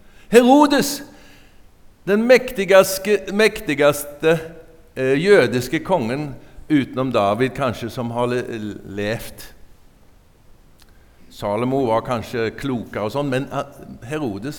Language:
Norwegian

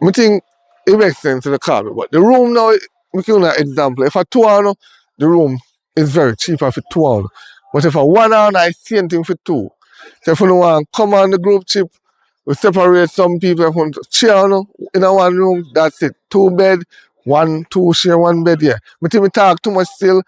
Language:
Jamaican Creole English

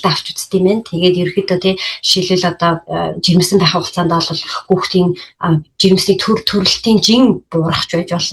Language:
Mongolian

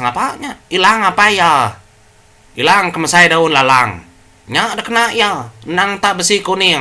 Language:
Iban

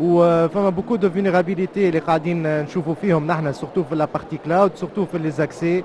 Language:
Tunisian Arabic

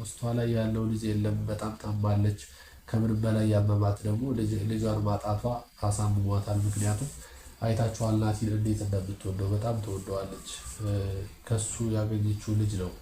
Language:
Amharic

